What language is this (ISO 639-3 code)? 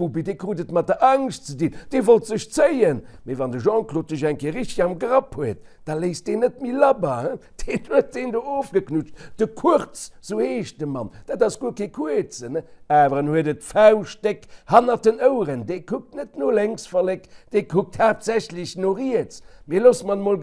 ltz